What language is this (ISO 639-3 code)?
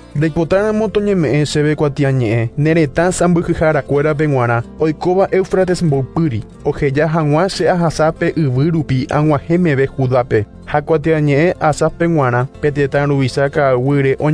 grn